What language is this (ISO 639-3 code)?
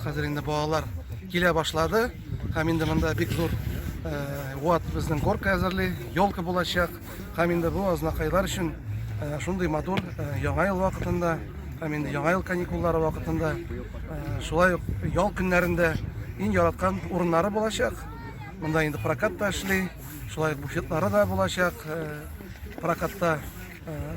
tat